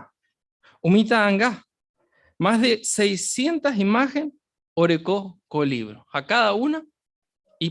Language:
Guarani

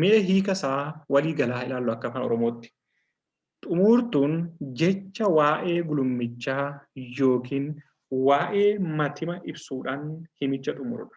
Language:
Oromo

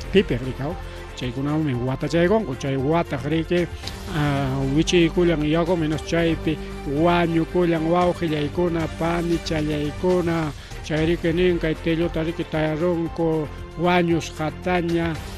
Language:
Ayacucho Quechua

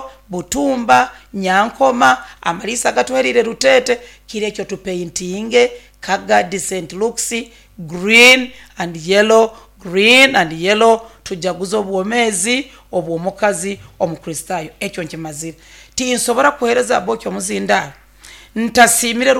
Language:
Nyoro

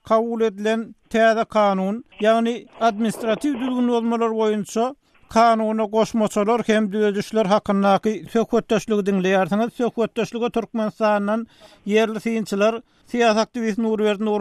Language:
Turkmen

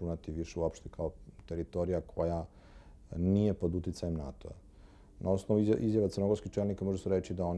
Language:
Serbian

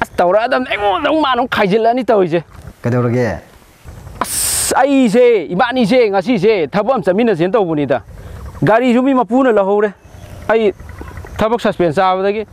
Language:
Manipuri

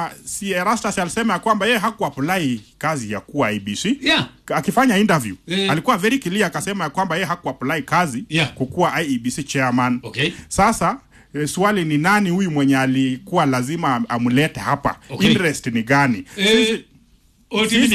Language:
Swahili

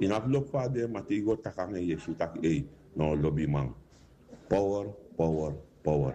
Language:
Sranan Tongo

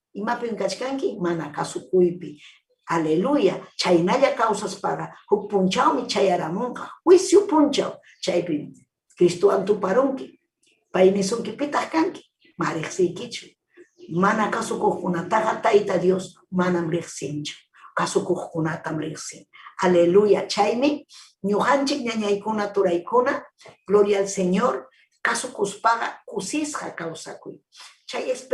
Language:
Ayacucho Quechua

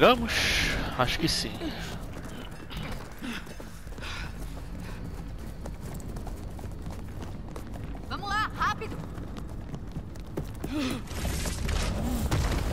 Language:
Portuguese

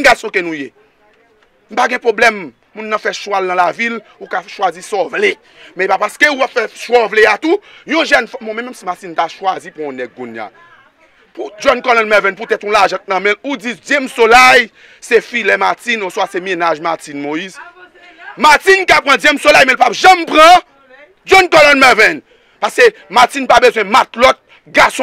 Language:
Haitian Creole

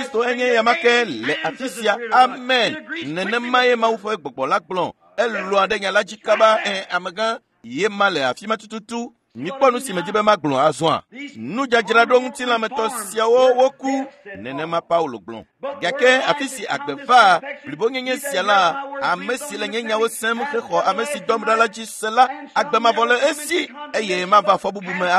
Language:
Ewe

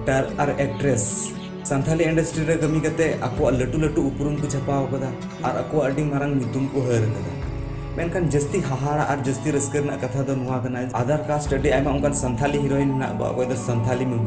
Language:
Santali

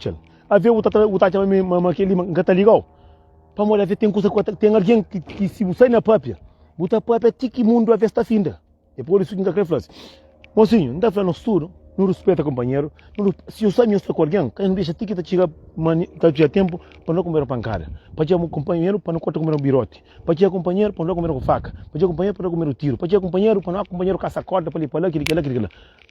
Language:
Kabuverdianu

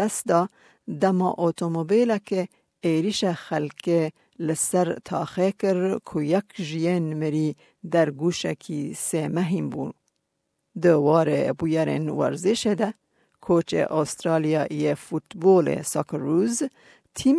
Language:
Kurdish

